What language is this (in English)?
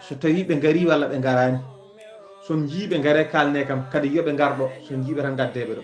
Fula